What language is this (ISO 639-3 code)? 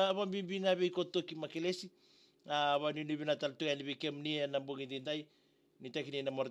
fij